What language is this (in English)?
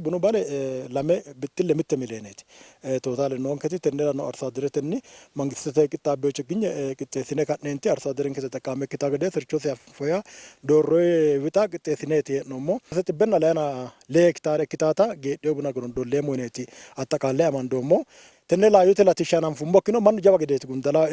Sidamo